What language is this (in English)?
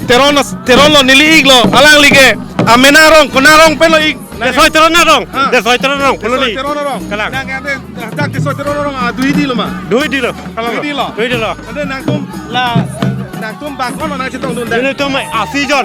Karbi